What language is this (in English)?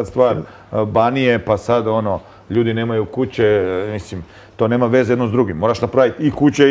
Croatian